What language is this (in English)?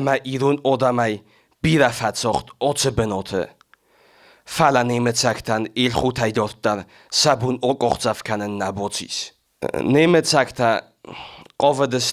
Ossetic